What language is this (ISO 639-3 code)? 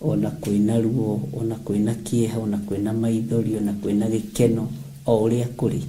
kik